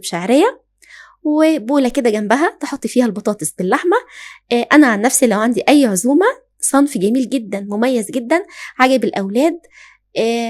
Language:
Egyptian Arabic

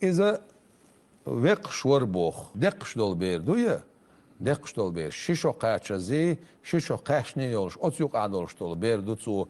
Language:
Chechen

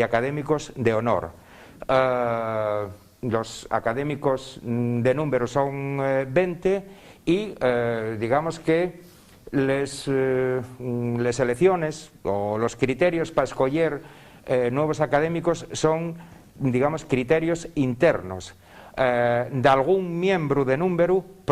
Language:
Asturian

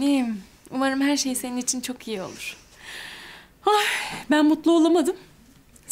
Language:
Turkish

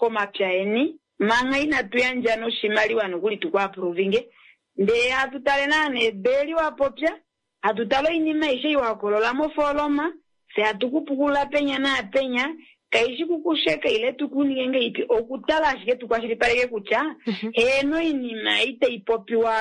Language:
Kuanyama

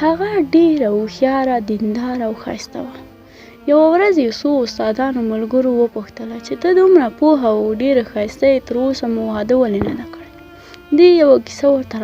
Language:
Pashto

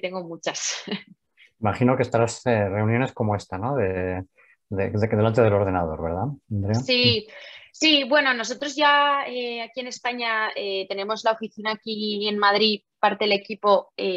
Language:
Spanish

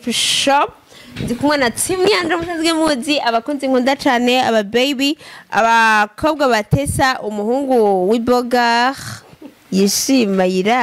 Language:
Rundi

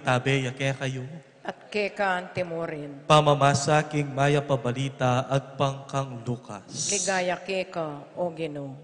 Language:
Pampanga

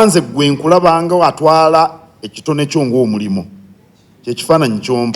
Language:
Ganda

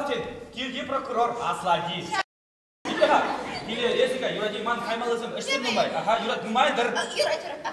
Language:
Chuvash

